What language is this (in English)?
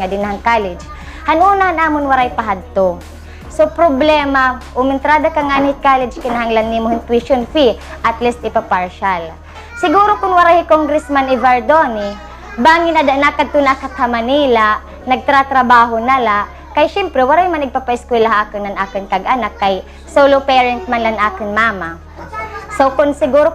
Waray